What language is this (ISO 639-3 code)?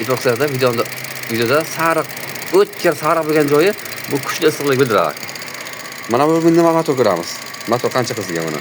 uzb